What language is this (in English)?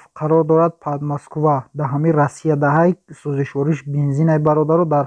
Tajik